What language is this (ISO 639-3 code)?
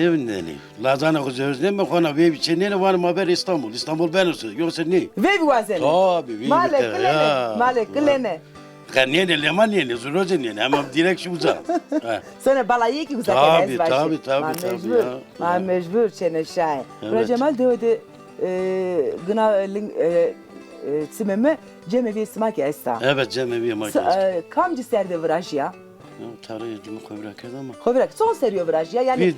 zza